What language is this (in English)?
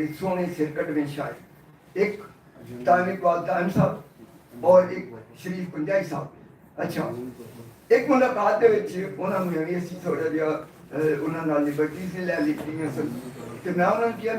Western Panjabi